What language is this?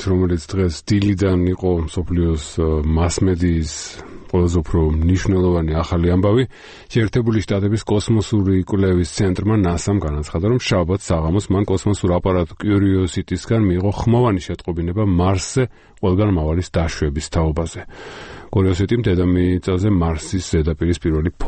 Georgian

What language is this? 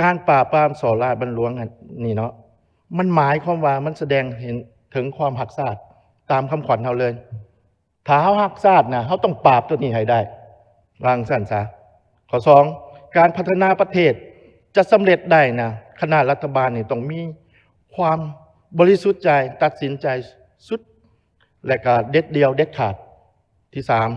Lao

